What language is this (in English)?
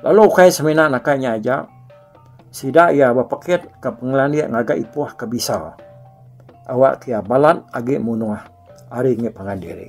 Iban